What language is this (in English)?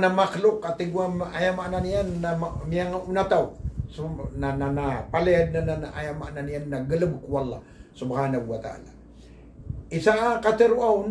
Maranao